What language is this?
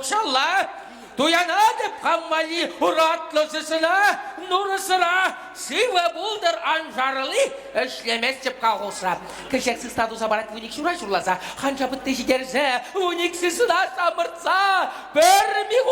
Chuvash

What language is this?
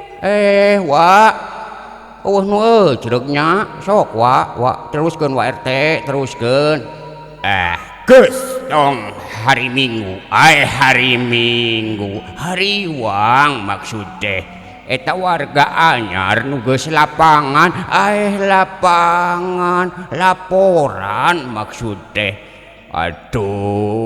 Sundanese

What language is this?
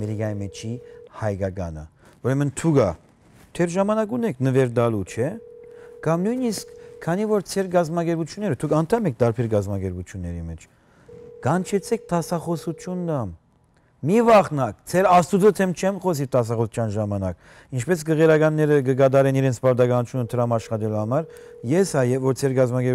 Western Armenian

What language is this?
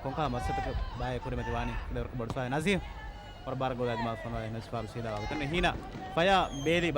Divehi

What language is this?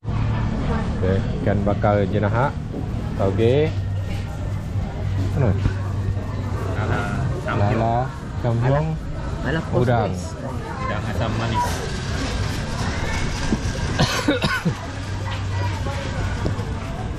Malay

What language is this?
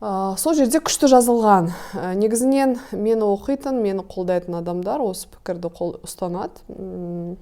Kazakh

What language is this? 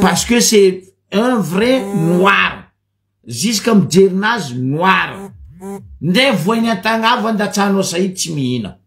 Malagasy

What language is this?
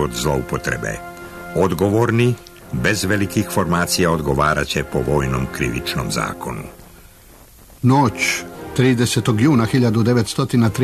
Serbian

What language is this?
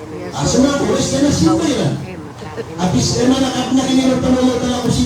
Maranao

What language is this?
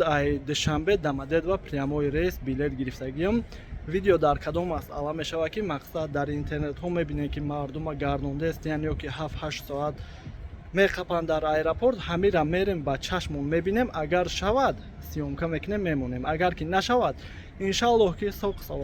Tajik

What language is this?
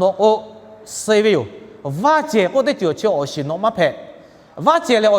Lahu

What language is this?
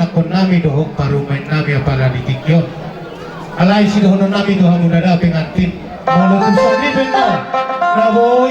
Batak Toba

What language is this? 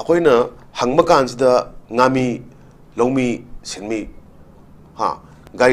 Manipuri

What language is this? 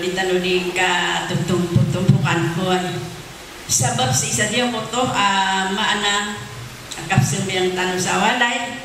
Maranao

